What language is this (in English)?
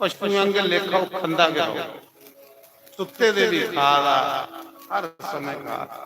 Dogri